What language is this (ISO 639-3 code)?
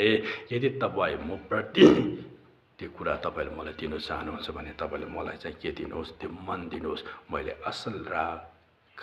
nep